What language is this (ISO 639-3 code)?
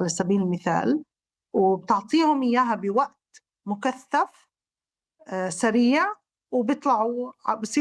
apc